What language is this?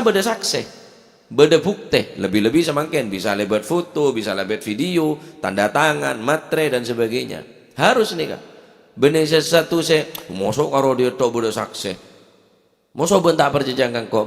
Madurese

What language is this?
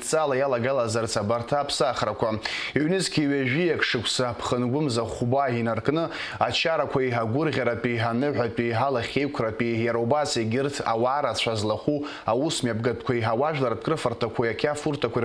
Abkhazian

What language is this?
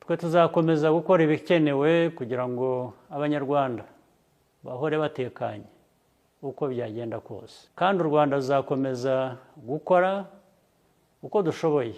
Kinyarwanda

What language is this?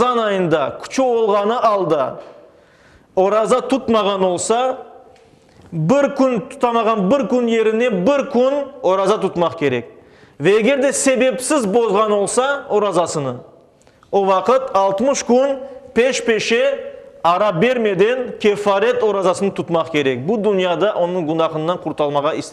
Crimean Tatar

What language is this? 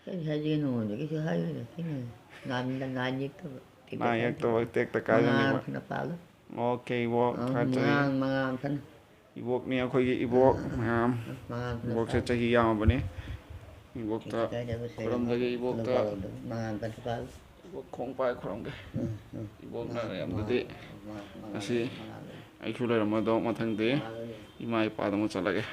Manipuri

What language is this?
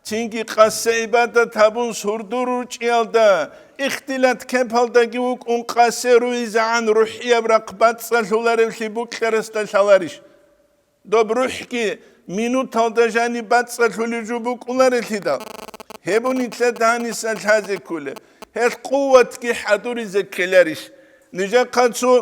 Avaric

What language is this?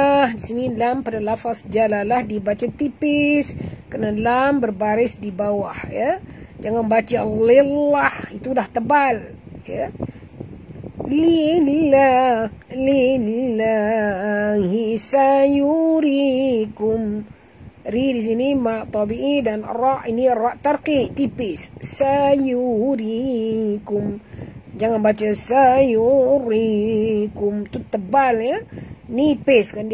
Malay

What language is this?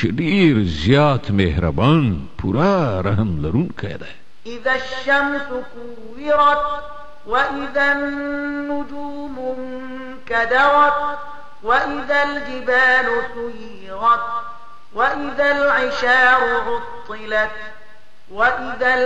Pashto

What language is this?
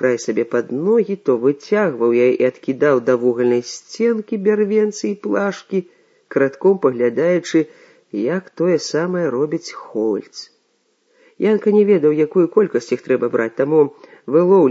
Belarusian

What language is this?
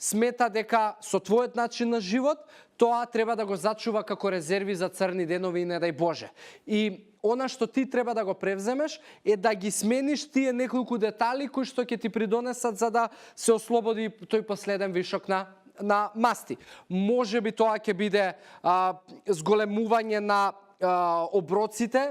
Macedonian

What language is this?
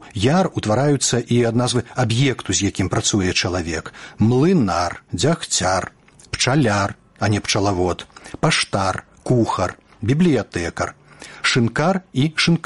Belarusian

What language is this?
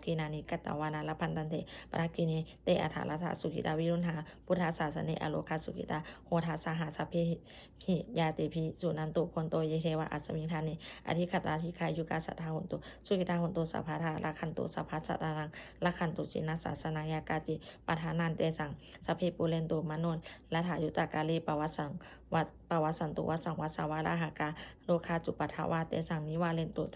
Pali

